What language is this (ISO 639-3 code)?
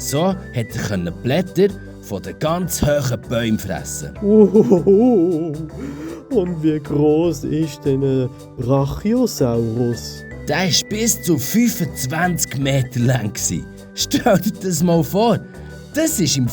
gsw